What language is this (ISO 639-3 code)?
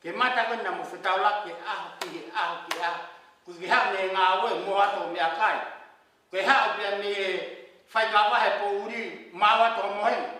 ton